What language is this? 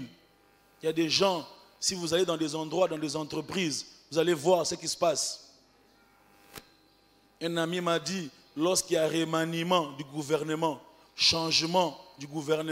French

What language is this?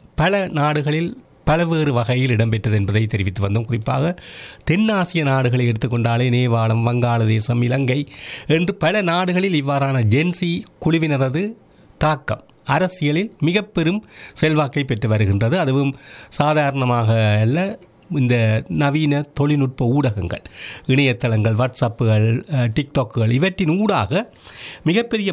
Tamil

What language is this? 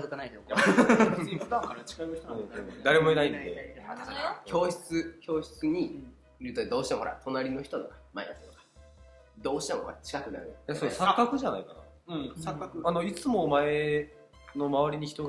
Japanese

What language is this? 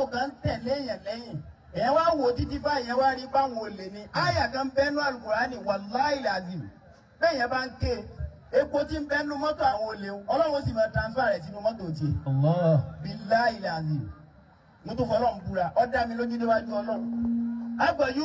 Yoruba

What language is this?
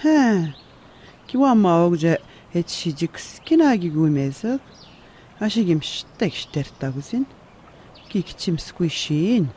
Atikamekw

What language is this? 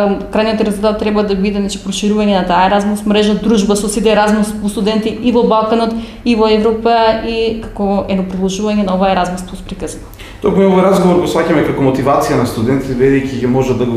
Macedonian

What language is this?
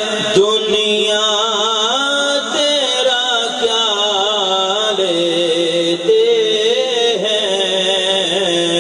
Urdu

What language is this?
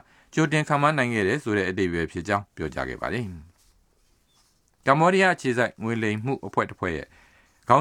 Burmese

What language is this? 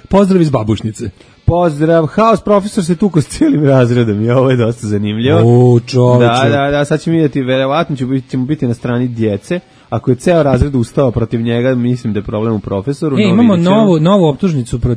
Serbian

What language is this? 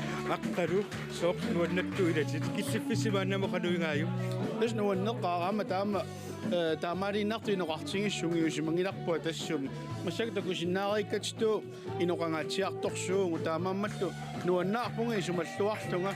Kalaallisut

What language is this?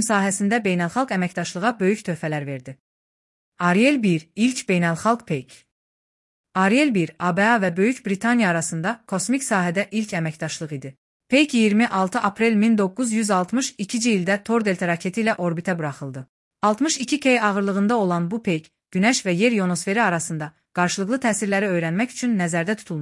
Azerbaijani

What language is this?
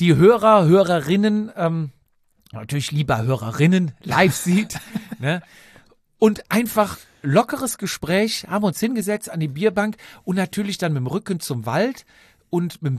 German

